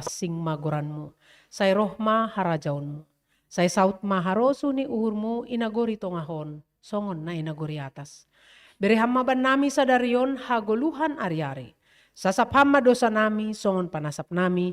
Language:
Batak Simalungun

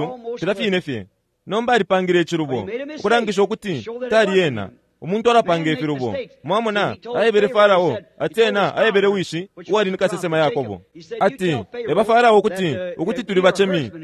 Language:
Bemba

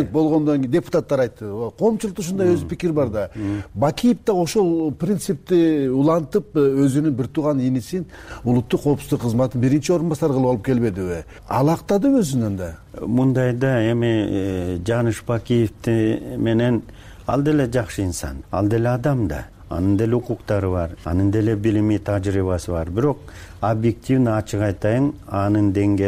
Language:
Kyrgyz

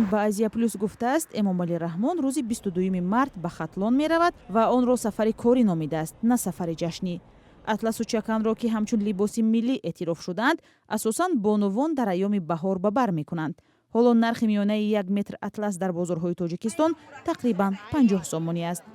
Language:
Tajik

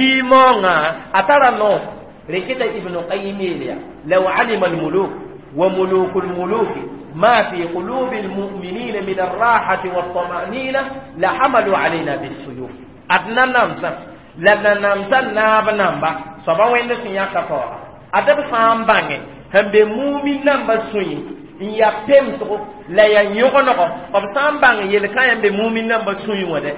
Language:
Mossi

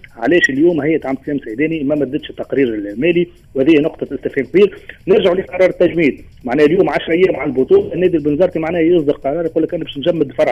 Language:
Tunisian Arabic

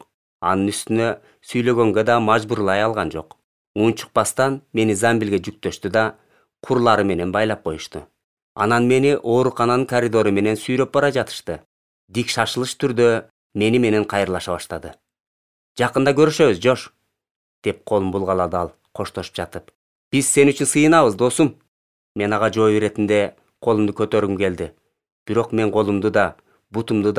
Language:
Kyrgyz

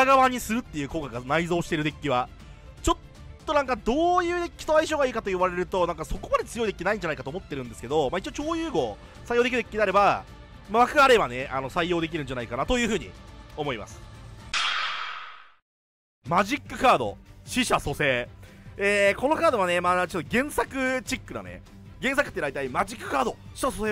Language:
Japanese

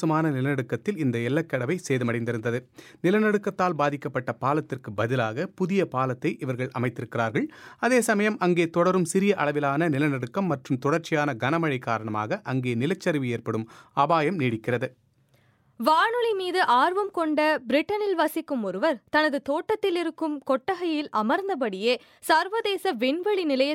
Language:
Tamil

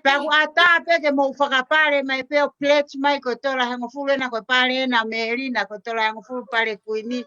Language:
Tongan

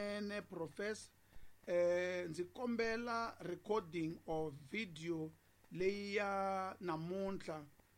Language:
Tsonga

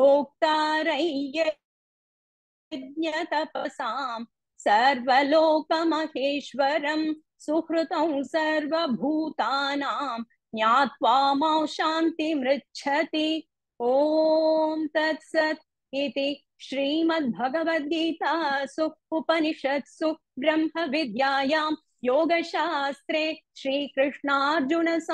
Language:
Sanskrit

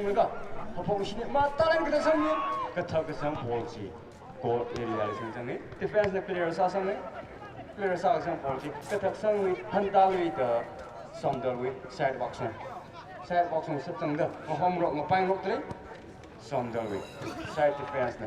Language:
Tangkhul Naga (India)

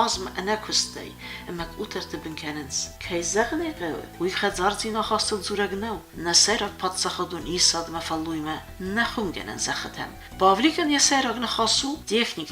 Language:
Ossetic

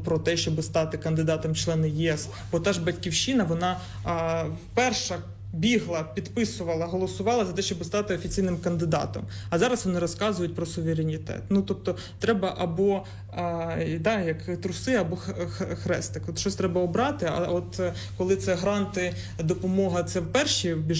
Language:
Ukrainian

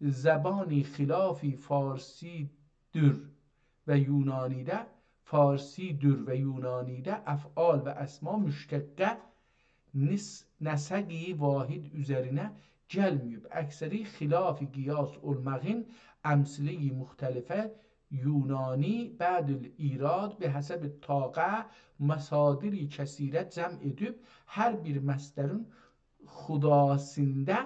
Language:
South Azerbaijani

